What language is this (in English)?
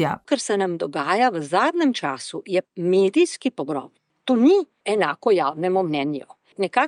Slovenian